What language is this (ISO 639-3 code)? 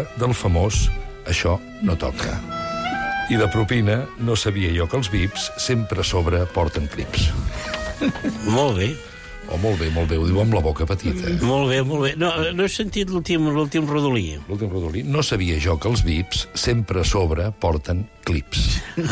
cat